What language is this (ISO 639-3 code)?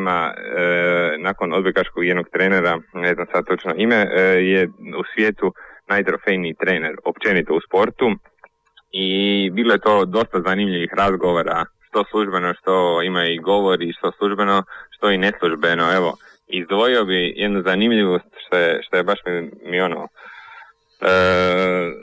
hrv